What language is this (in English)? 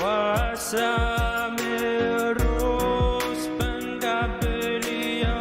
Pohnpeian